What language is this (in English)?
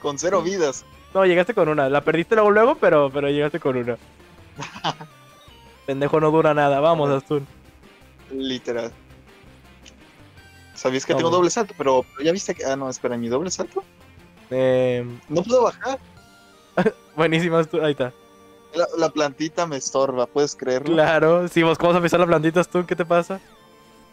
Spanish